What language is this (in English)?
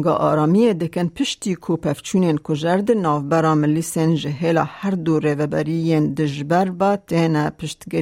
Kurdish